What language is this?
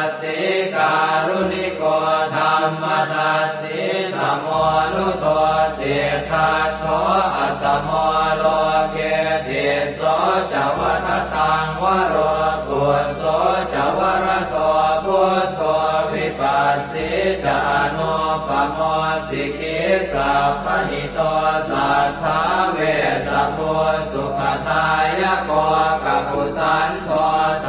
Pali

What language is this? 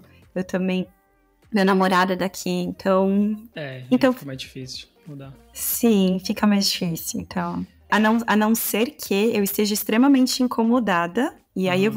Portuguese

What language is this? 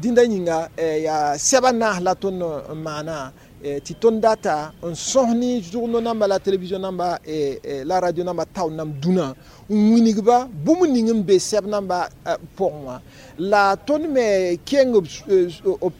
Mossi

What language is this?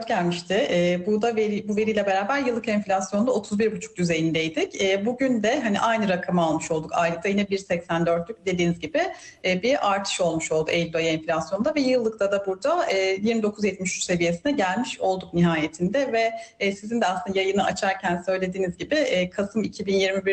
Turkish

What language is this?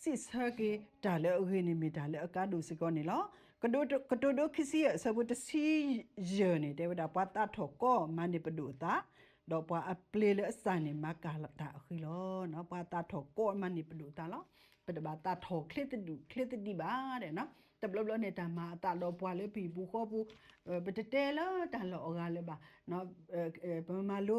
S'gaw Karen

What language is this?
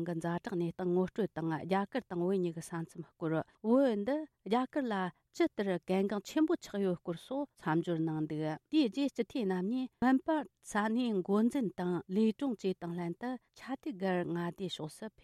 Tibetan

